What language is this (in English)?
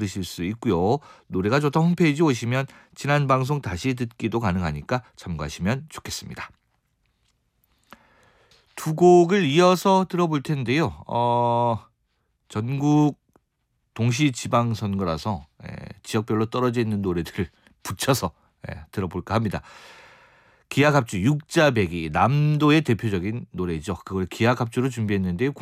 Korean